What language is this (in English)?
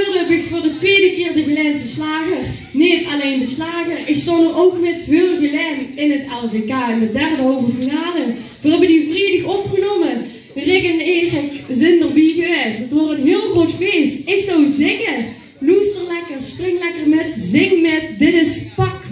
Limburgish